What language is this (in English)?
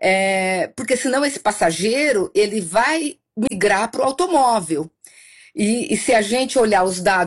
Portuguese